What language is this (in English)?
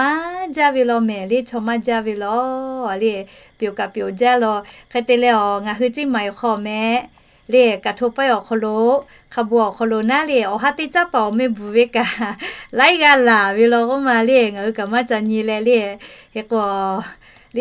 Lahu